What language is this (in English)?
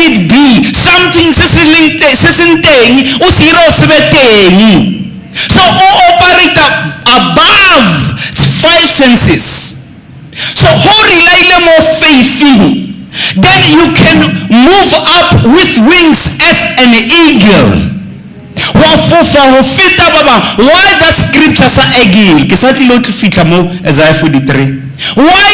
Southern Sotho